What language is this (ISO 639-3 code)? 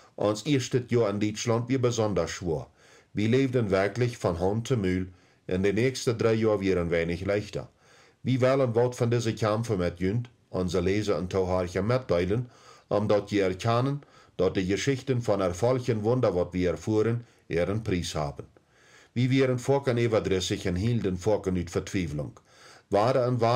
pdt